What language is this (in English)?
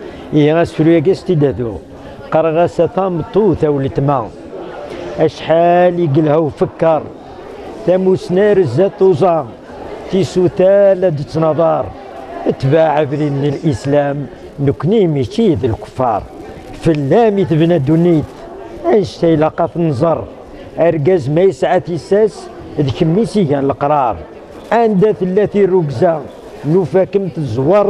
Kabyle